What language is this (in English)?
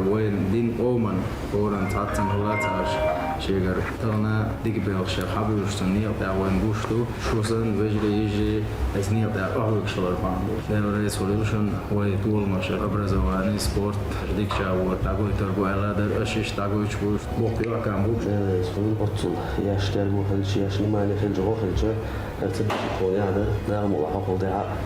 Chechen